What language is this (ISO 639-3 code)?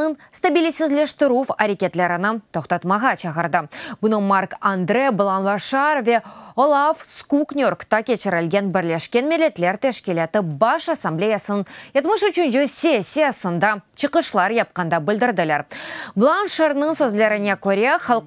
crh